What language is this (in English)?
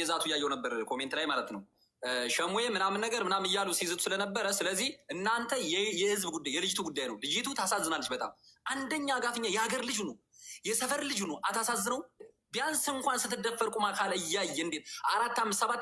Amharic